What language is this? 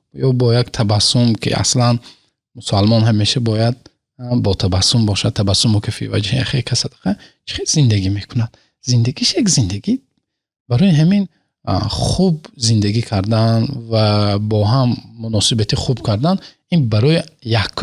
Tajik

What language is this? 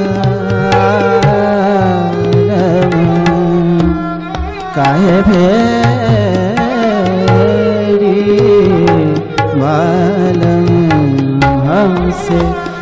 Bhojpuri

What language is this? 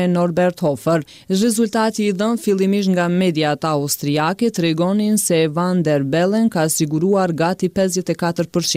Albanian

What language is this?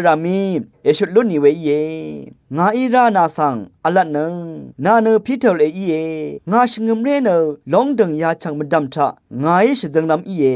Rawang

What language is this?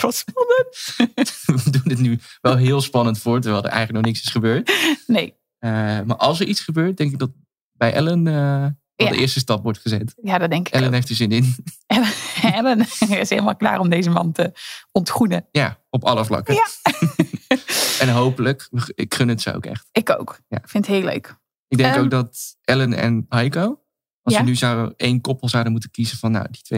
Dutch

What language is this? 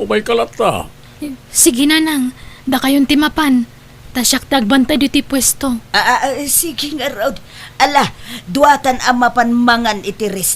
Iloko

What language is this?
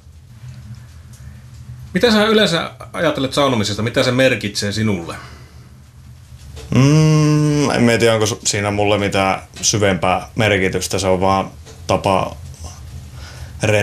Finnish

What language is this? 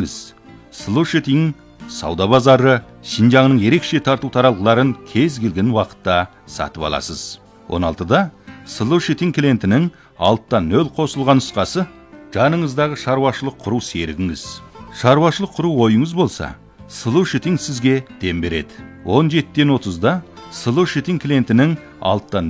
Kazakh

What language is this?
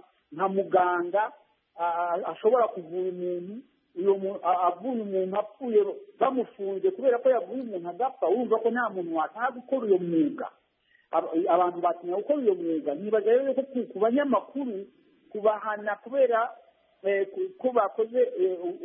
Kinyarwanda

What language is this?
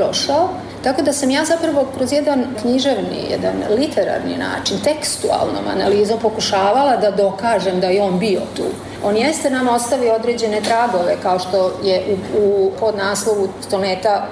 Serbian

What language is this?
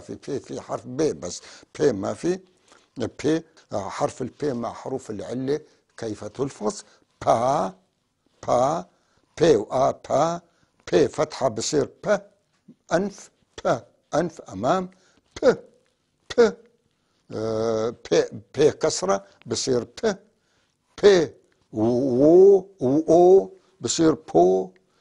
North Levantine Arabic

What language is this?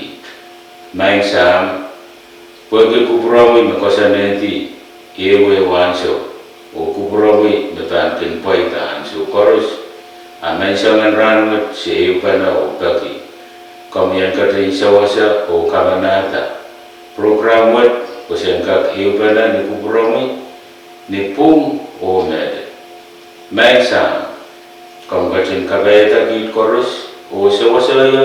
Pohnpeian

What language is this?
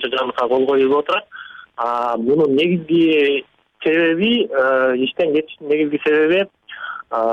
Kyrgyz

